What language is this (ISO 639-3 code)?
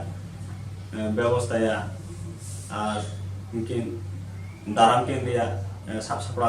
sat